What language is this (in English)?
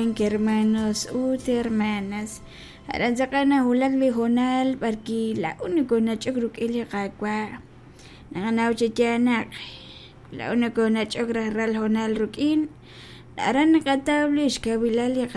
Kekchí